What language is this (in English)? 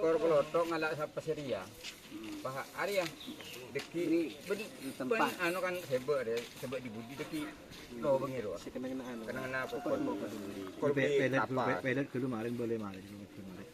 Madurese